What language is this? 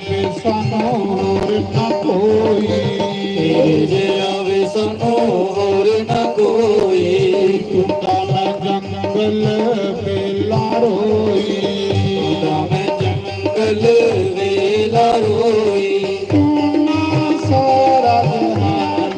Dogri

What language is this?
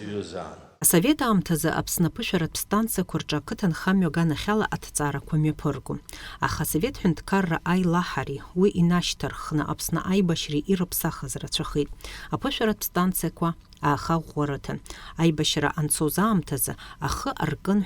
Abkhazian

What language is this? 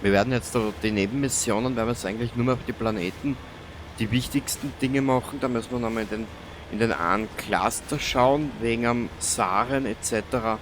Bavarian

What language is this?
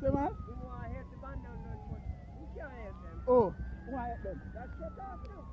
Jamaican Creole English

